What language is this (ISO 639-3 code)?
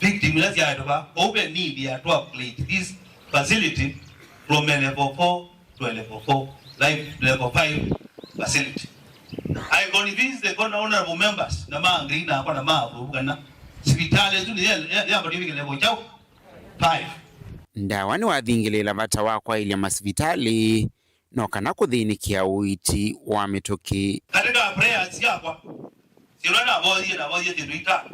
kam